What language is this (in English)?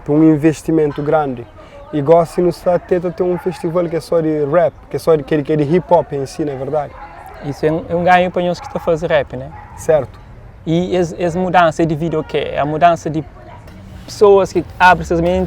Kabuverdianu